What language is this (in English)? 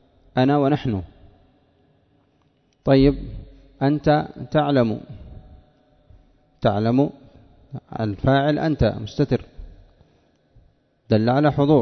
Arabic